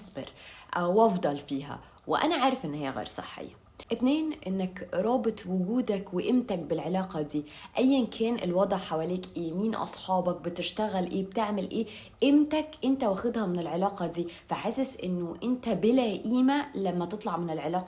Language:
Egyptian Arabic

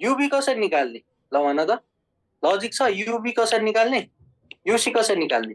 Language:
Nepali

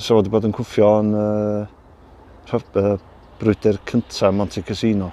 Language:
Welsh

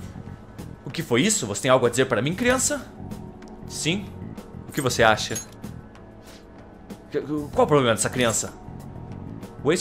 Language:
Portuguese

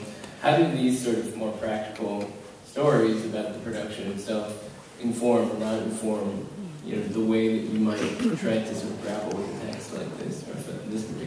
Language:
English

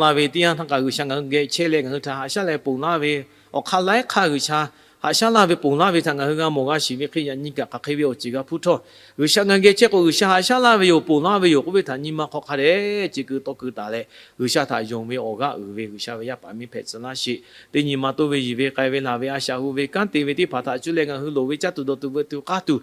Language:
Lahu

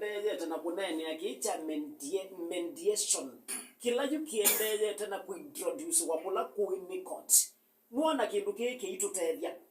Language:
Kamba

